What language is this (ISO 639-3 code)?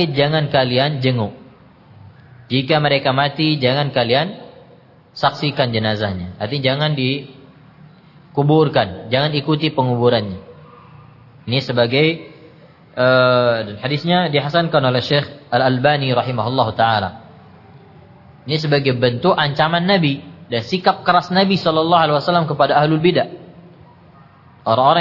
ind